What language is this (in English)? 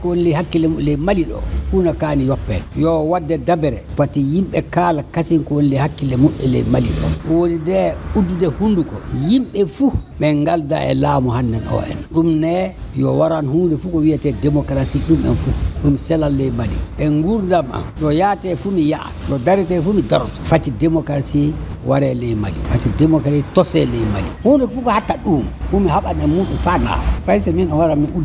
Fula